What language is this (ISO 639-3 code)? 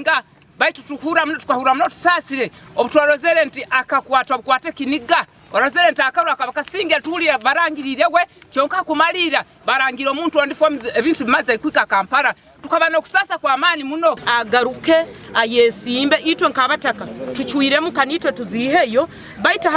nyn